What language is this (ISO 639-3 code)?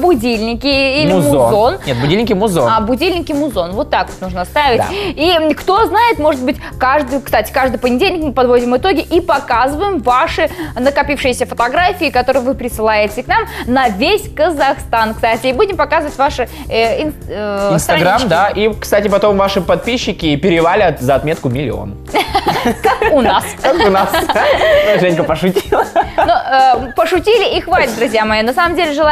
rus